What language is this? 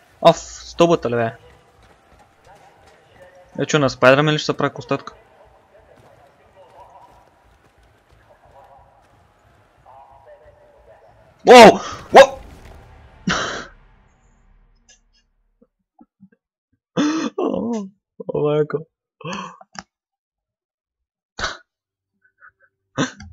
Bulgarian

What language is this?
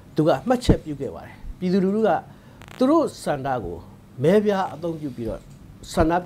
Burmese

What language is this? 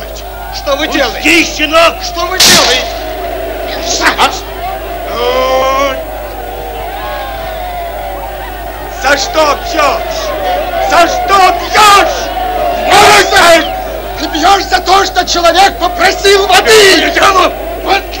Russian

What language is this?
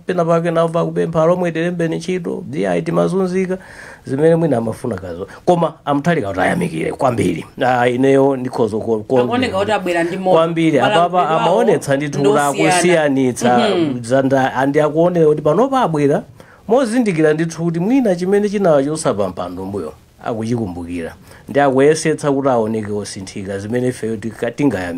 Nyanja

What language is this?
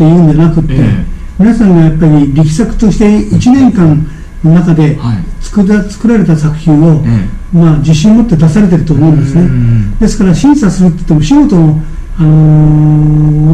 Japanese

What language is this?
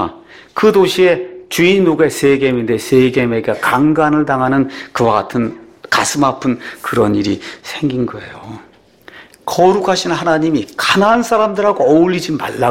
Korean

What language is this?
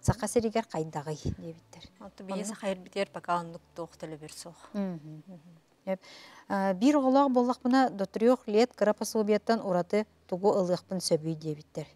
Yakut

